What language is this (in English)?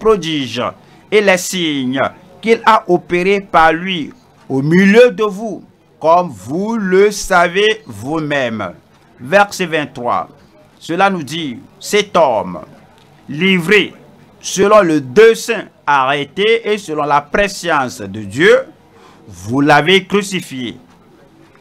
French